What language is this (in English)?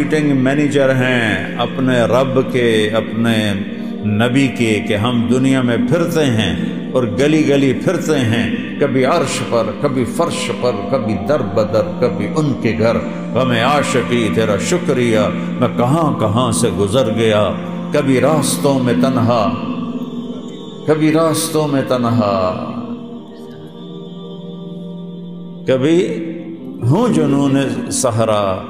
Urdu